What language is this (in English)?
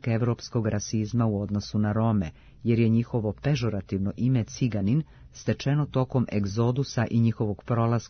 Serbian